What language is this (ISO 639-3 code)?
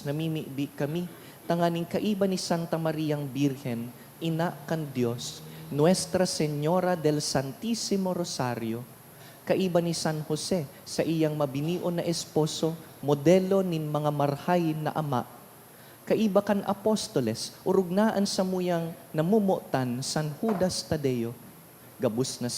bik